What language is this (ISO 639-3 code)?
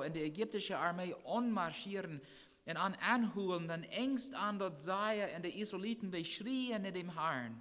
pdt